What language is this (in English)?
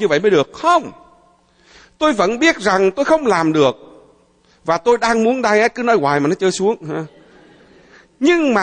Vietnamese